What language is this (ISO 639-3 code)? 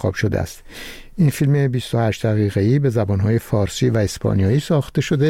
fas